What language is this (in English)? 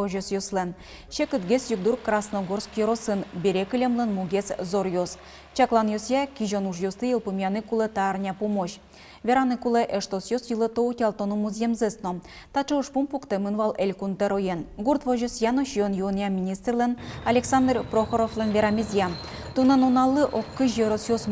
Udmurt